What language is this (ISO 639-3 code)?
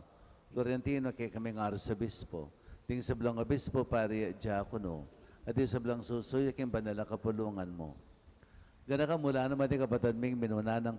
pam